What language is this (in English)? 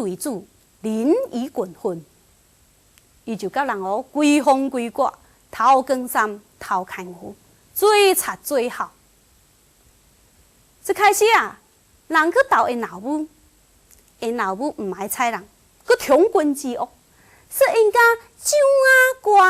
Min Nan Chinese